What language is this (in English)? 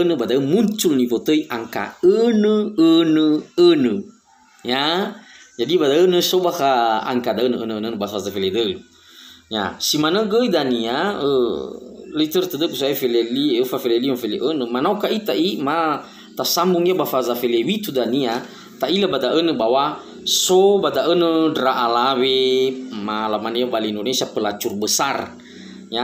Nias